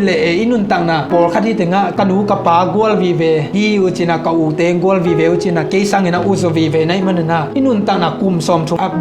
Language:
Tedim Chin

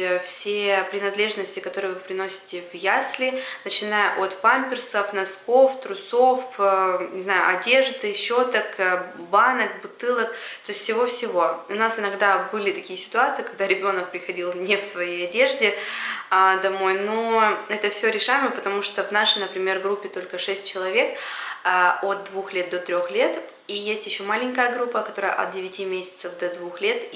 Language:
Russian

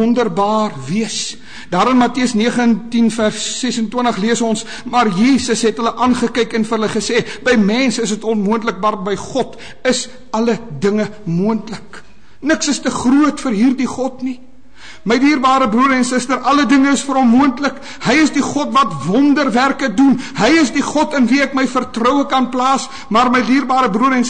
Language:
Afrikaans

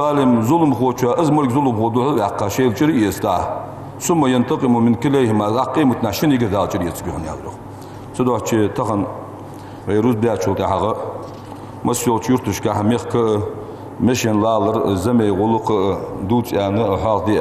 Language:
Ingush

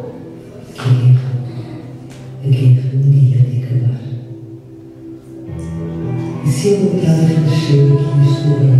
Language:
Portuguese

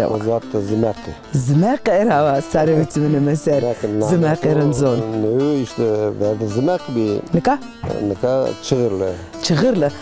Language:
Zaza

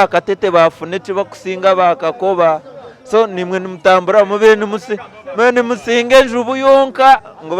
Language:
Nyankole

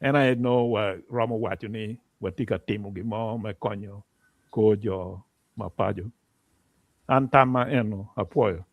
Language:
Acoli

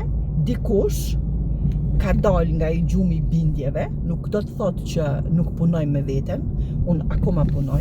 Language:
Albanian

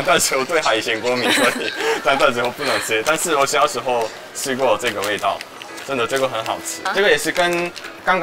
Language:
Chinese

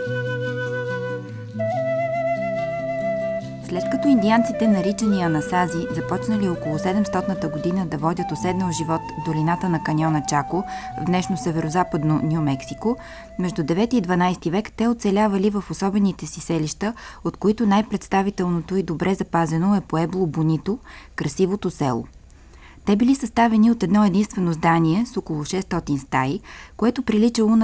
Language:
Bulgarian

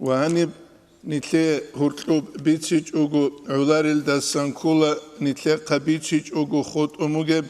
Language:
Avaric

